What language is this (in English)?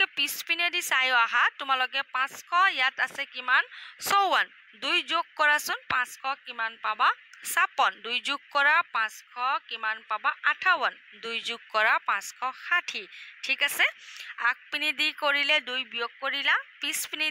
Assamese